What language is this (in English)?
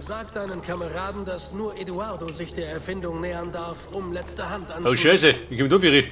Bavarian